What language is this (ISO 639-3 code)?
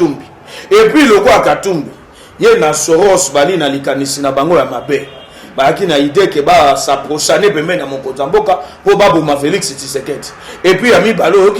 lin